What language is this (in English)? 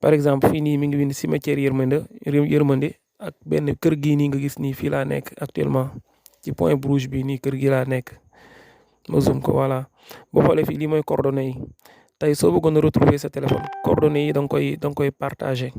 Wolof